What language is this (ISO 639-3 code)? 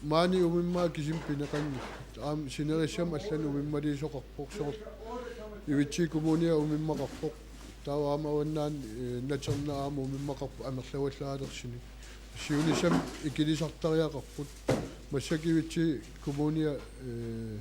kal